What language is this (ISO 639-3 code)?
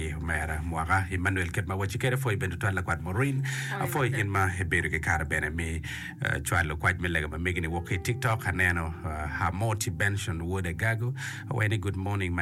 ach